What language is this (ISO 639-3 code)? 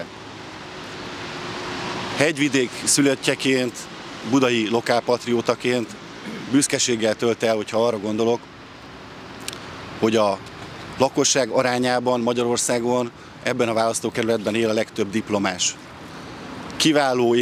hun